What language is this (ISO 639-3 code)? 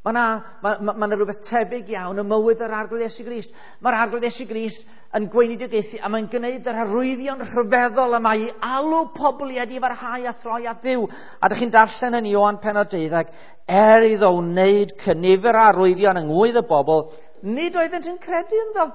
cym